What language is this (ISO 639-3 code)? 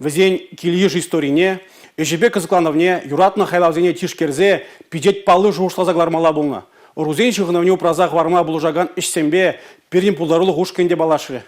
chv